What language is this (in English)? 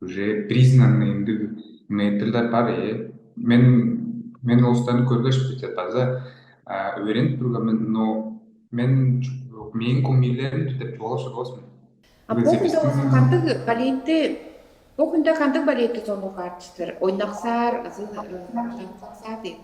Tuvinian